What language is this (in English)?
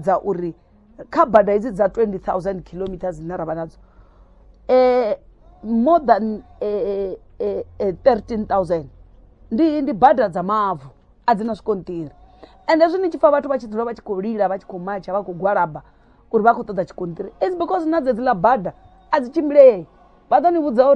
Venda